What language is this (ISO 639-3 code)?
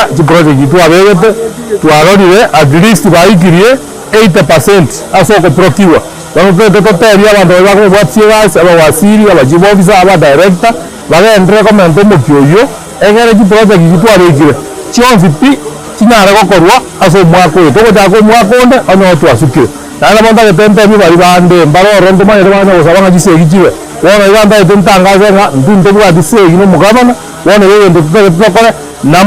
guz